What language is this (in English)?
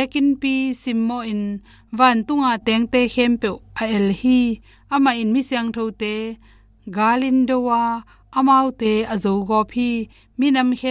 Tedim Chin